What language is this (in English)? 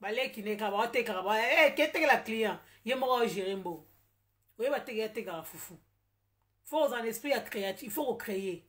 Lingala